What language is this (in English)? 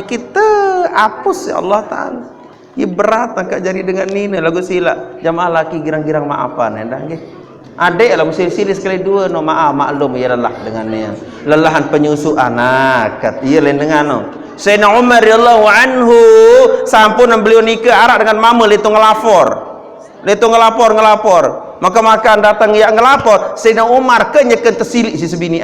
Sasak